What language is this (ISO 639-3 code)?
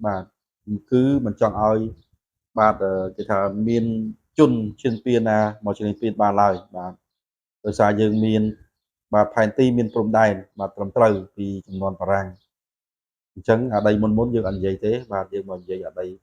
khm